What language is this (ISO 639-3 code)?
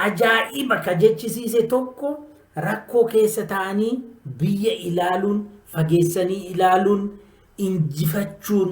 orm